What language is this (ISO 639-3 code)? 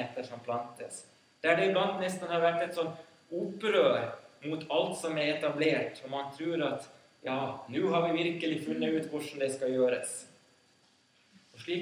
nor